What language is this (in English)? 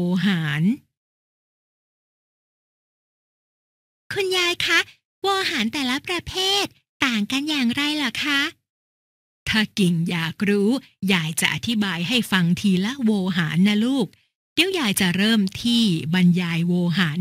Thai